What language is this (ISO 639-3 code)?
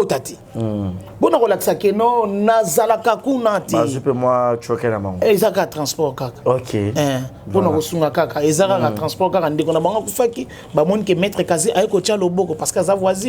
lin